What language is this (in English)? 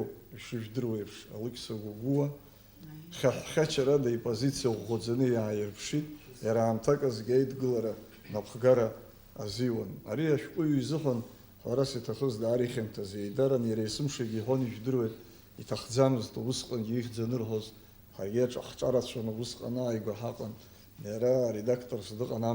Abkhazian